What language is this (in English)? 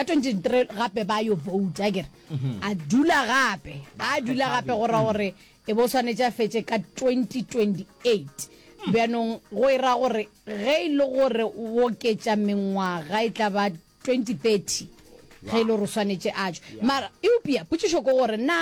Northern Sotho